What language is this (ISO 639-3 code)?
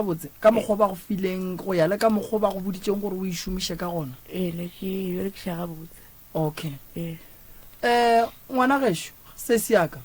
nso